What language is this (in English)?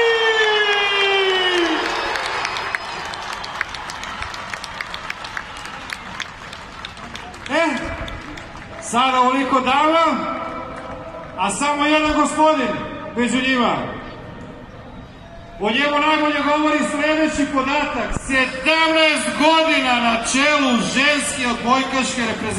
Serbian